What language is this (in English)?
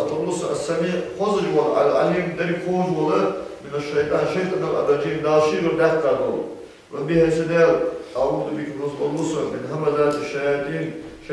Ingush